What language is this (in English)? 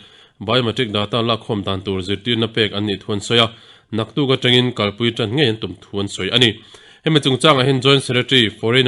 Mizo